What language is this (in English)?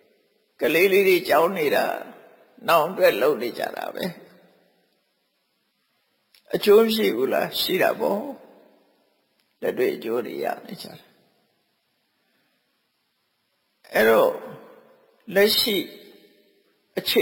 Burmese